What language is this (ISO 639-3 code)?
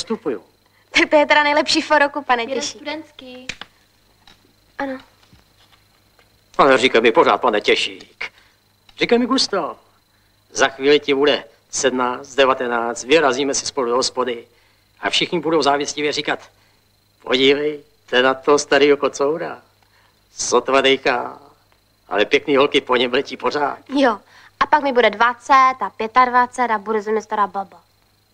ces